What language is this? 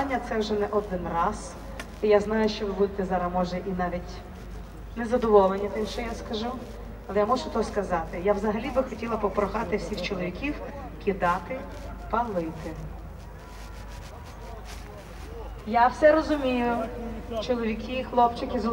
Ukrainian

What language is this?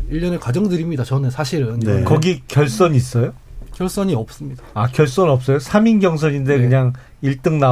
Korean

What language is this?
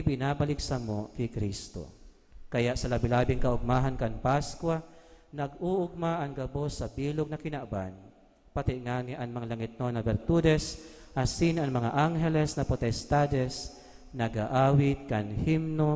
Bikol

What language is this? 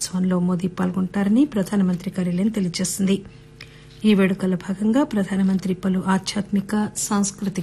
Telugu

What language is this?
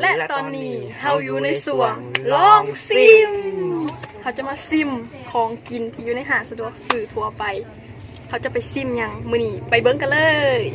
Lao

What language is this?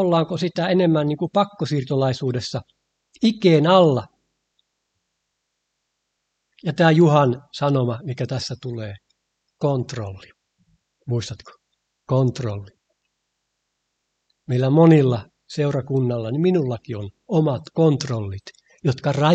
Finnish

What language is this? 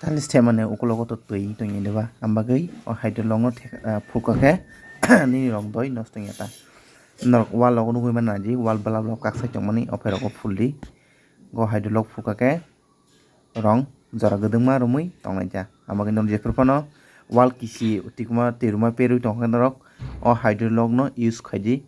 Kok Borok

